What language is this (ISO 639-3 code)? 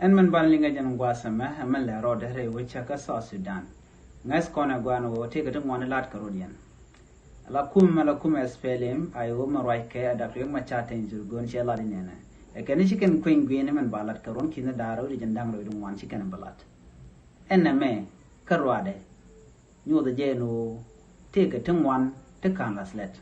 nus